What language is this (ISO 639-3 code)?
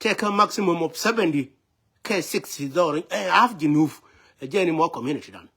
nus